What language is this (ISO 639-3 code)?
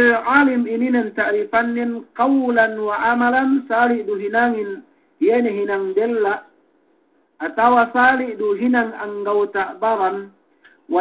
yka